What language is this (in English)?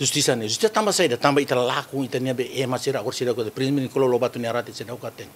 Tetum